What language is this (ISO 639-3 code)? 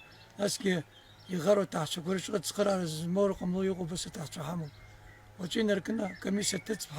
abk